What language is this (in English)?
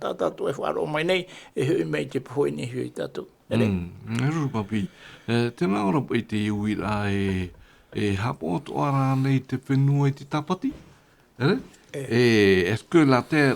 Tahitian